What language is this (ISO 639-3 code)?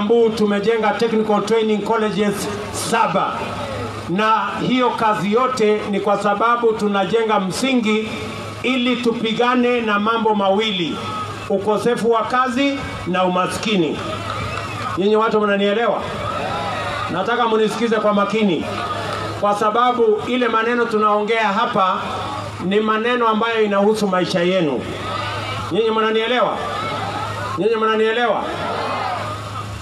swa